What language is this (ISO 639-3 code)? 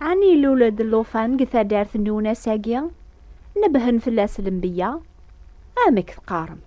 kab